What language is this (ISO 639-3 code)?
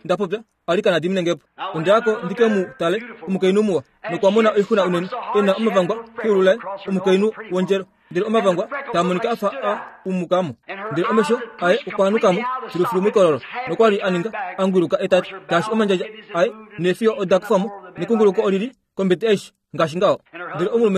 kua